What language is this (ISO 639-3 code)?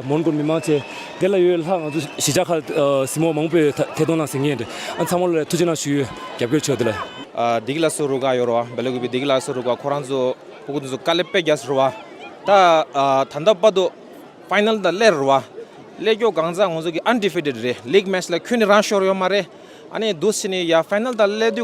bod